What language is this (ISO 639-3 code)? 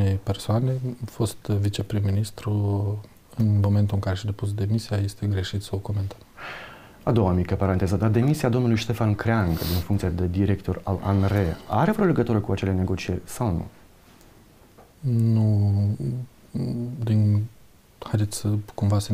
ron